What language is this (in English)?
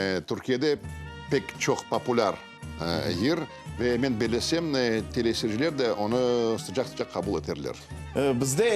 Crimean Tatar